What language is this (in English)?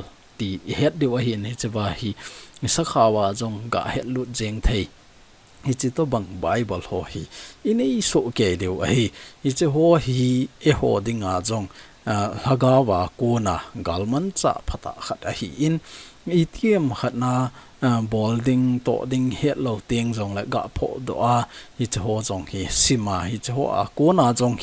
Thado Chin